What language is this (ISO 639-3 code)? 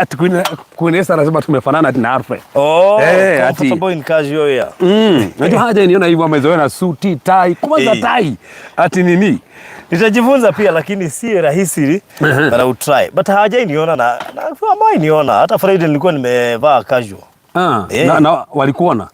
kik